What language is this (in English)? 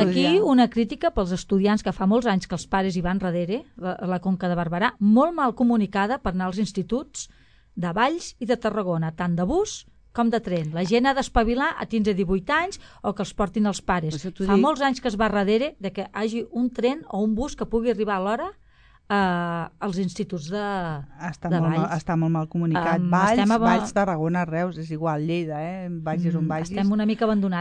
Catalan